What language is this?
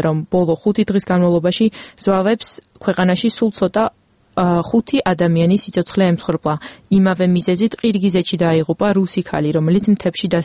Georgian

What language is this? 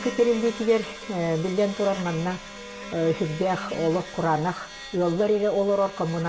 Yakut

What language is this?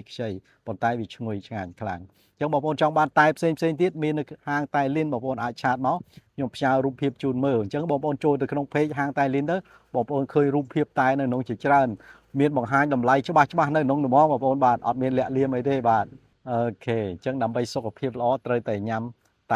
Khmer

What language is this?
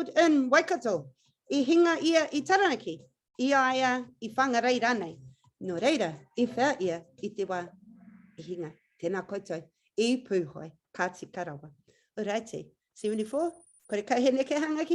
Māori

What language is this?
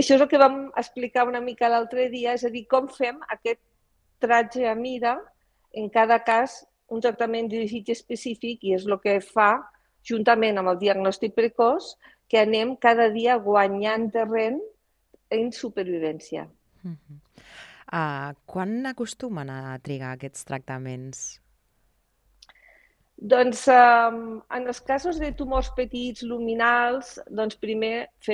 Catalan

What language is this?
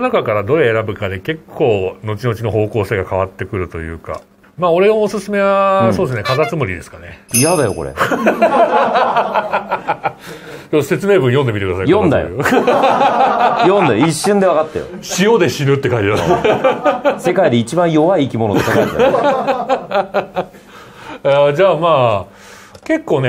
Japanese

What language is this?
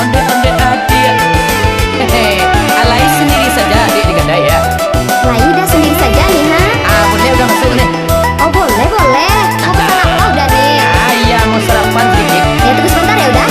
Minangkabau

